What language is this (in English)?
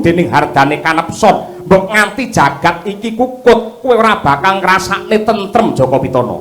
Javanese